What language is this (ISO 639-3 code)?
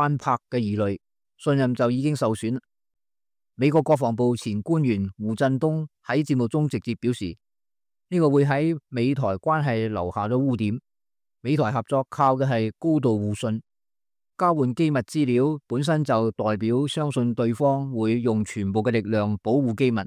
yue